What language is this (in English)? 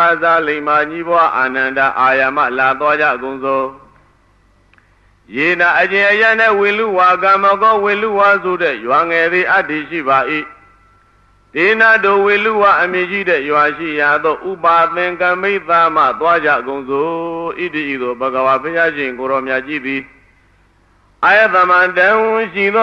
Burmese